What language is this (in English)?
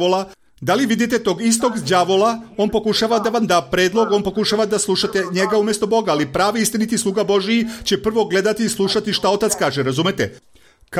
Serbian